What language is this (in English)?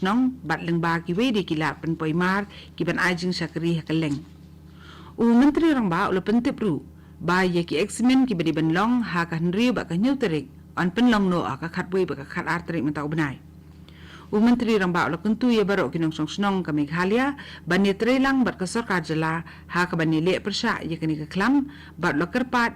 Khasi